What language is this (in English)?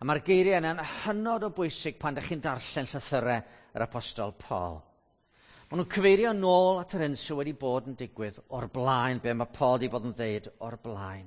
Welsh